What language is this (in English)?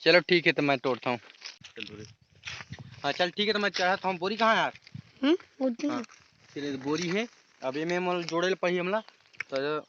Chhattisgarhi